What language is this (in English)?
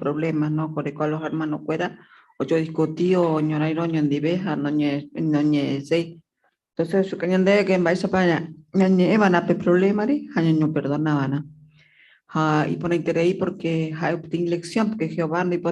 Guarani